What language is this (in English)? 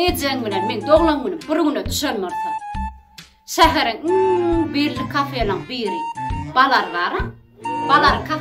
Turkmen